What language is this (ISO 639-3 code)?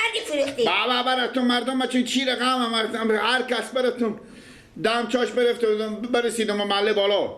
fas